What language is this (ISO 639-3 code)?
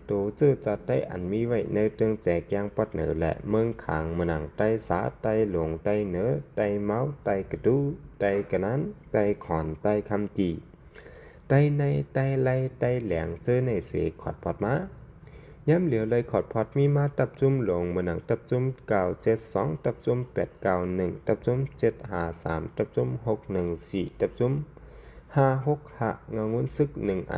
shn